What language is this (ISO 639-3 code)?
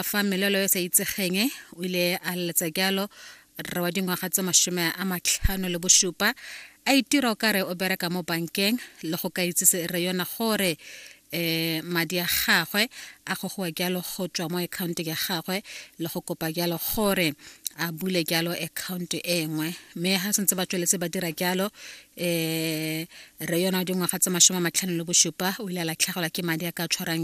tsn